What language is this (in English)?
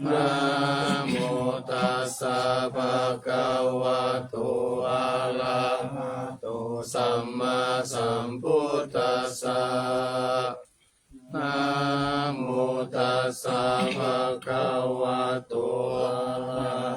Pali